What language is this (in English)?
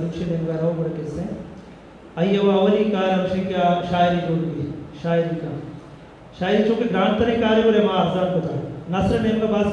Eastern Balochi